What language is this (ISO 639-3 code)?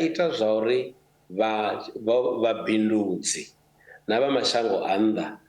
ven